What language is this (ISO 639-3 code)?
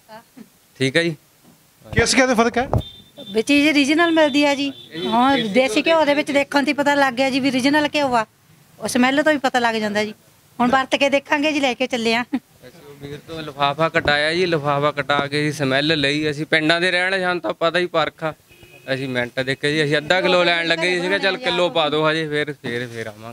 pan